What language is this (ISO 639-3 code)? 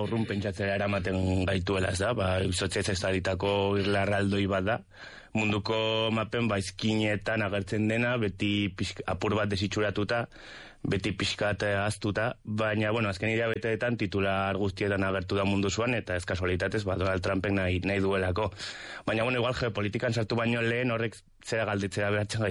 eus